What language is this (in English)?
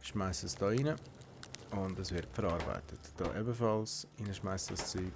Swiss German